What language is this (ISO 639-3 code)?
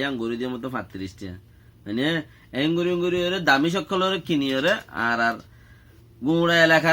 rhg